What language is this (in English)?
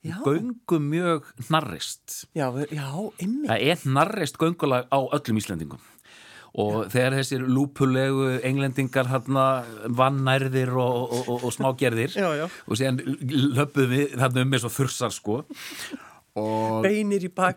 Icelandic